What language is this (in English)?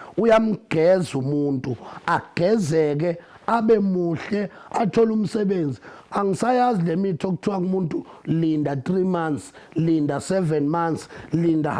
Zulu